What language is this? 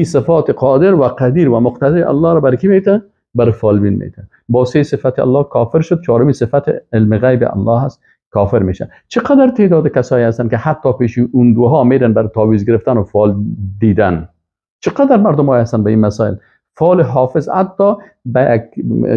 Persian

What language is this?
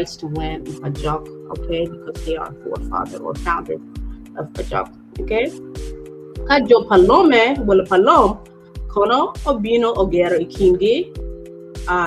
Acoli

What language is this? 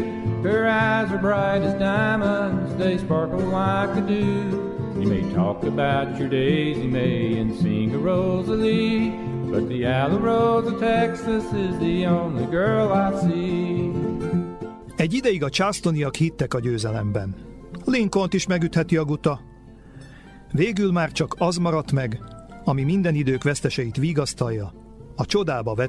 Hungarian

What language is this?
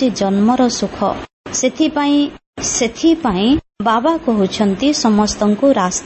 Odia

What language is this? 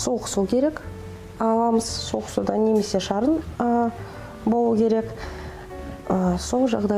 Kazakh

